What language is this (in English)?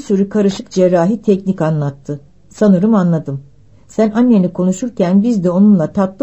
Turkish